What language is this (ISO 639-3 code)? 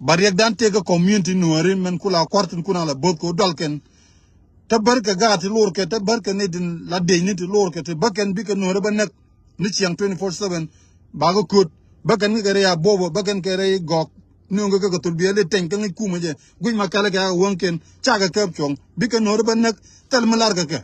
nus